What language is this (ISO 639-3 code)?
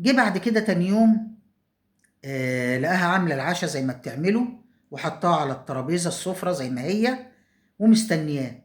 arz